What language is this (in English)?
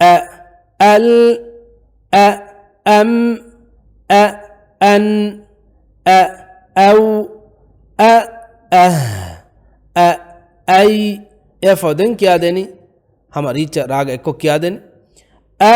Divehi